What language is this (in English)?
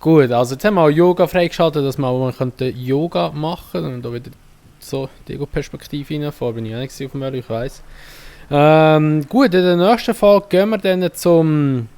Swiss German